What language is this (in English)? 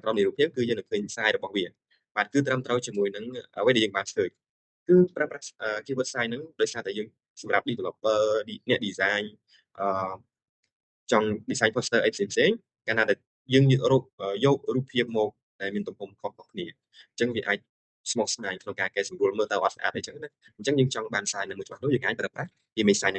Khmer